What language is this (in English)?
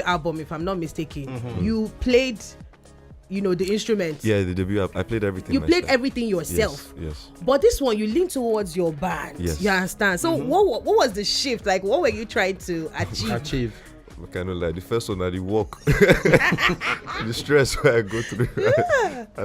Nigerian Pidgin